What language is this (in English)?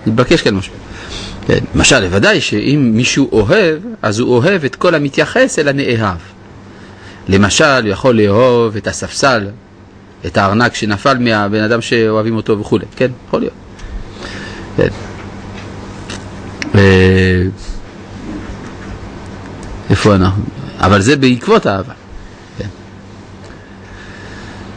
Hebrew